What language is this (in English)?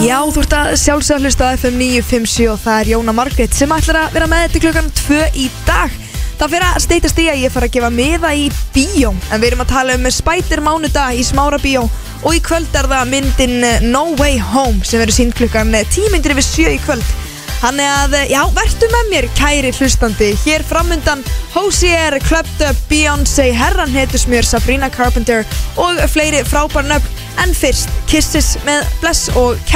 Icelandic